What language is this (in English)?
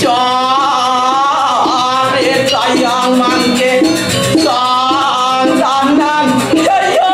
Balinese